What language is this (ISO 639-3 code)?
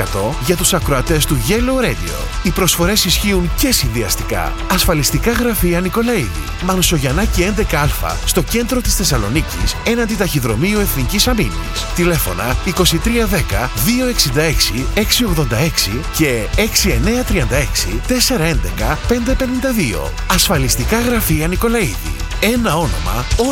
ell